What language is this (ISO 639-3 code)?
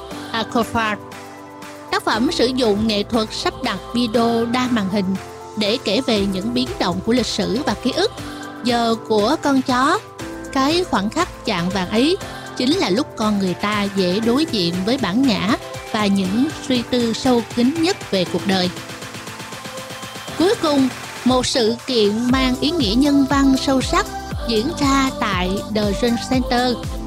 vie